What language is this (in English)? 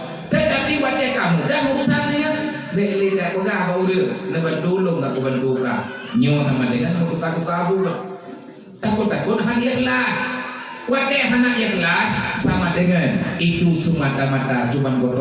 Achinese